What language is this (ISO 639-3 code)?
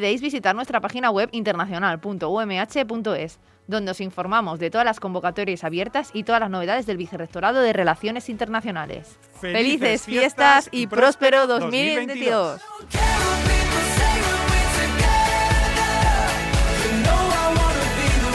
spa